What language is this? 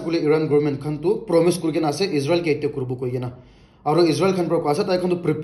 Naga Pidgin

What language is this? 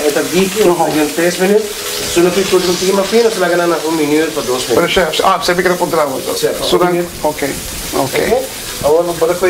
Papiamento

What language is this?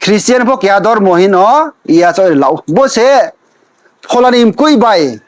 Riang (India)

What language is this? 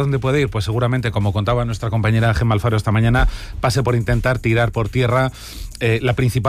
Spanish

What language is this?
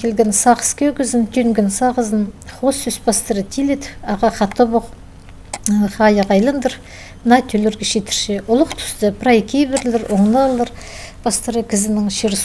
Khakas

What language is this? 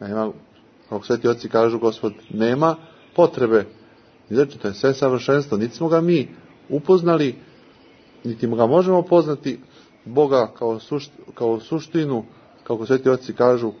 Serbian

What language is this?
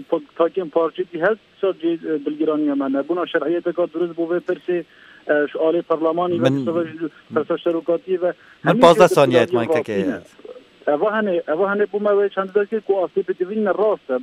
Kurdish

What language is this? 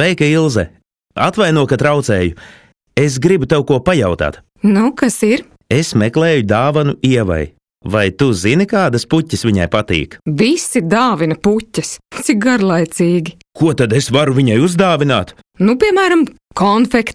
Latvian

